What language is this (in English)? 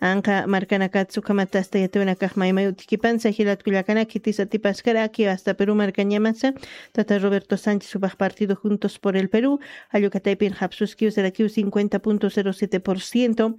Aymara